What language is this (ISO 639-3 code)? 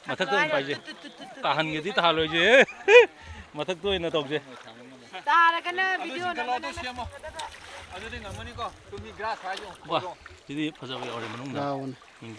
mni